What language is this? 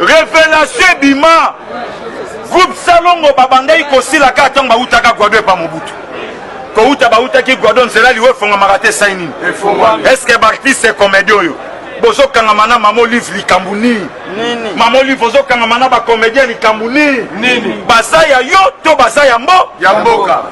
Lingala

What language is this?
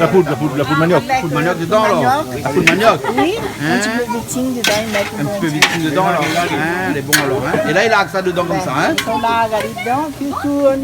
Réunion Creole French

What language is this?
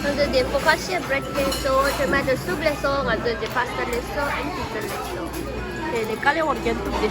Tibetan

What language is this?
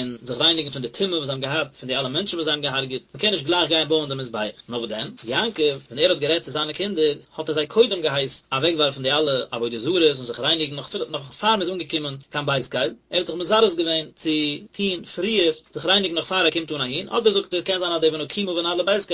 Yiddish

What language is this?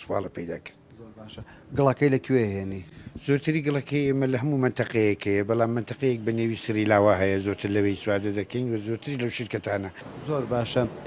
Central Kurdish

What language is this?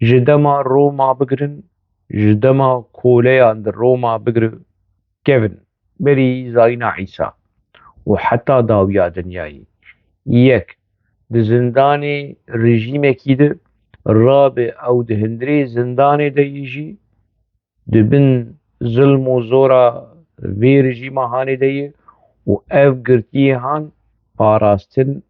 Kurdish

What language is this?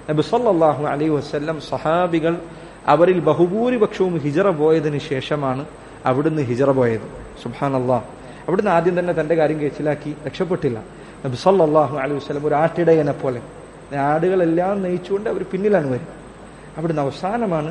Malayalam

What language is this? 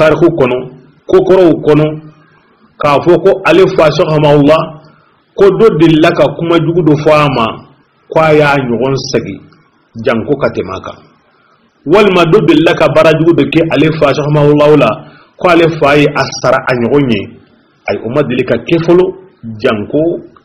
Bambara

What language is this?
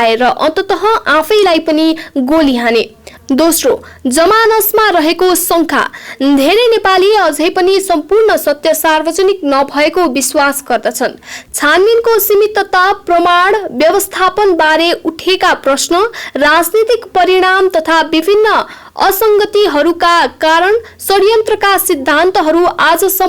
Nepali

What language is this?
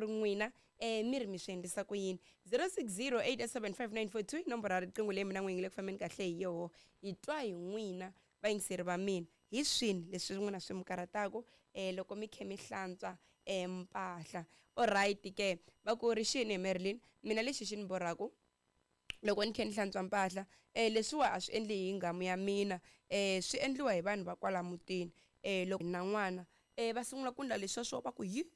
Tsonga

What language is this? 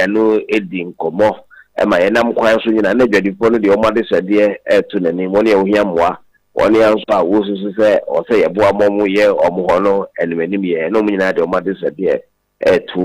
Akan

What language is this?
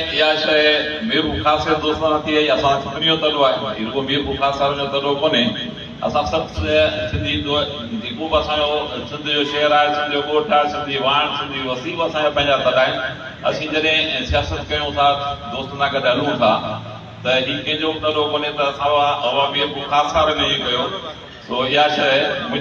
Sindhi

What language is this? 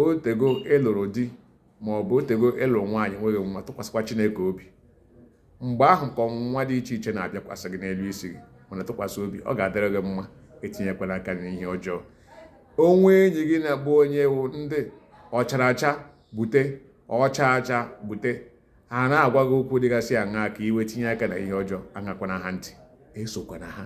Igbo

